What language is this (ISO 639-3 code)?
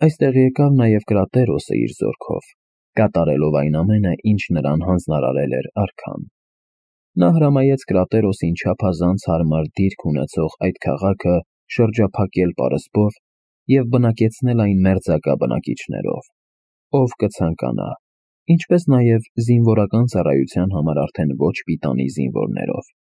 hye